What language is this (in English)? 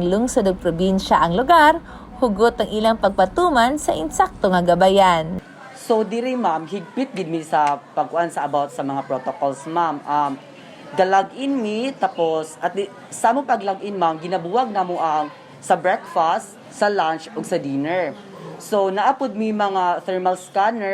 Cebuano